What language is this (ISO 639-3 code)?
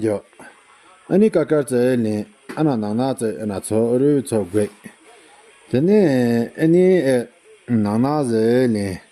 bod